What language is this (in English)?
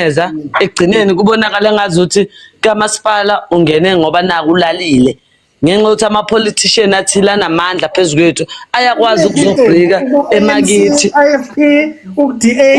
Zulu